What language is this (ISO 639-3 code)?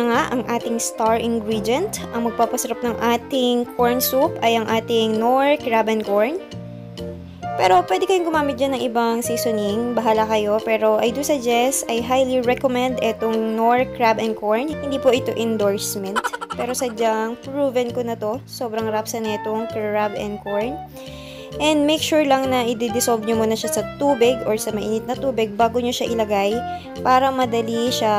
fil